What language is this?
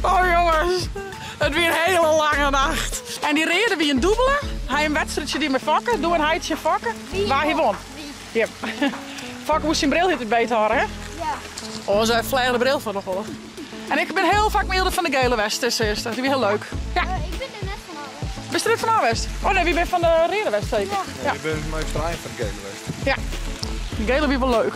Western Frisian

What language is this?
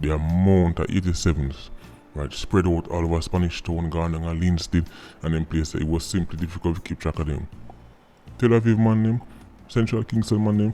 Jamaican Creole English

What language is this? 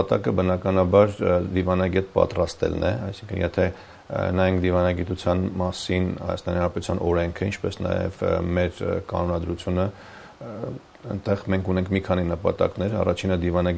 Armenian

